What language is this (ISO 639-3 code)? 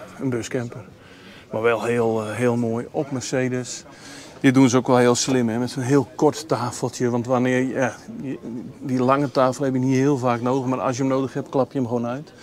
nld